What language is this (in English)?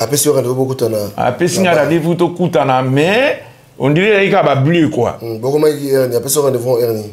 Lingala